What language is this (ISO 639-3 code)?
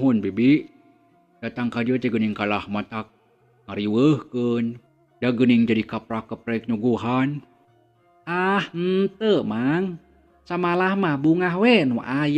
sun